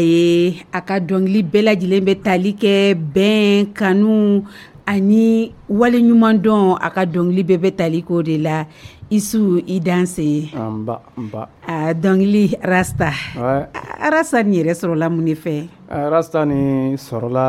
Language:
Dyula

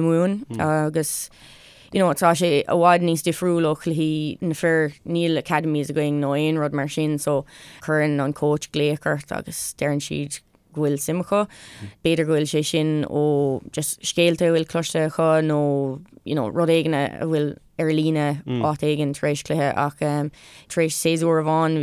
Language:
Irish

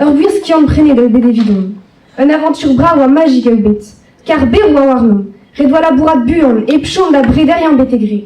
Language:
Breton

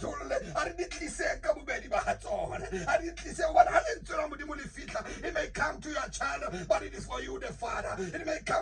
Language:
Southern Sotho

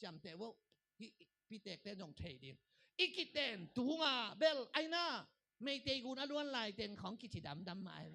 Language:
Tedim Chin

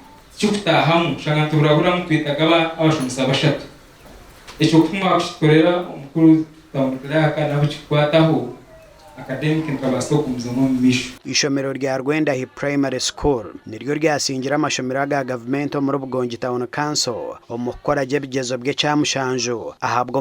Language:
Nyankole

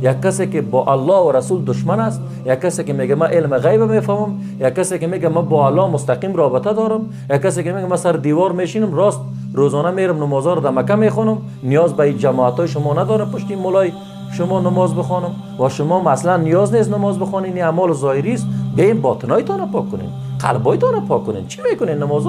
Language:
Persian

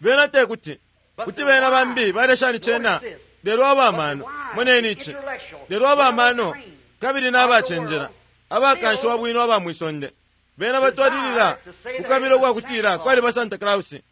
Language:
Bemba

